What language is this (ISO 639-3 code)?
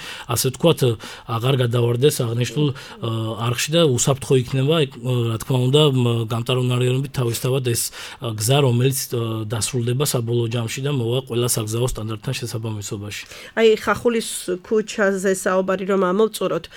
kat